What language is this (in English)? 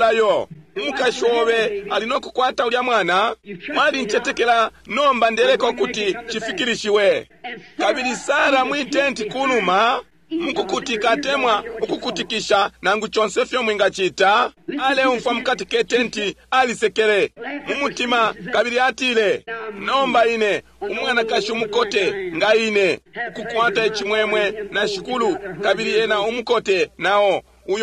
Bemba